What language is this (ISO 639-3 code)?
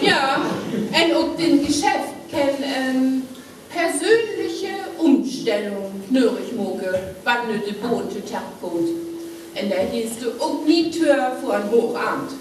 frr